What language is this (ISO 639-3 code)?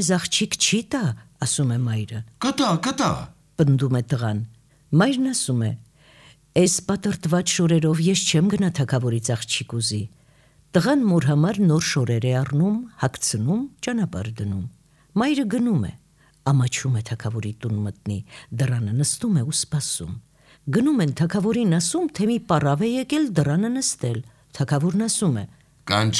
hye